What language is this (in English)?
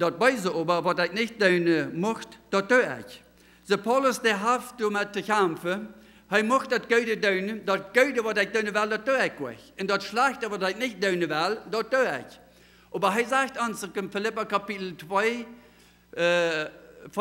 Plautdietsch